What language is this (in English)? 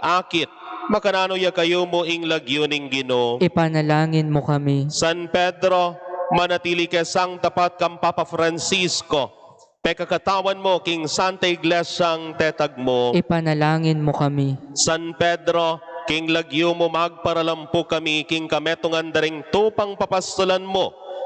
Pampanga